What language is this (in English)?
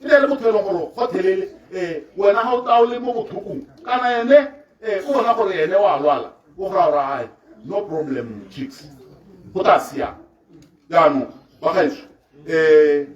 Tswana